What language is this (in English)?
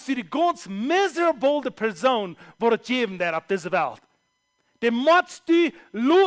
Plautdietsch